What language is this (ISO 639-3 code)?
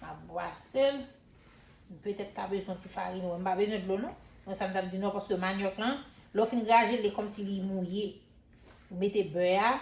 hat